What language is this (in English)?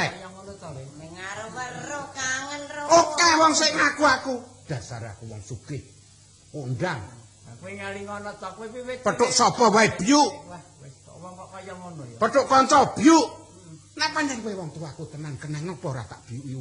Javanese